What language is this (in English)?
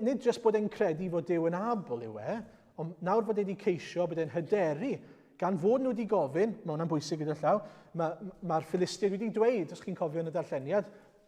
Welsh